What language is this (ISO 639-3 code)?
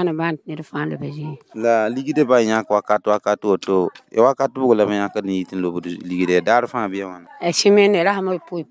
mos